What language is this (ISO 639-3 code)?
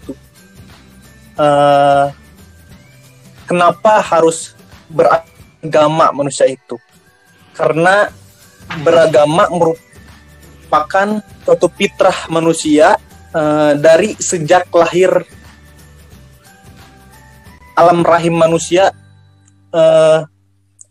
ind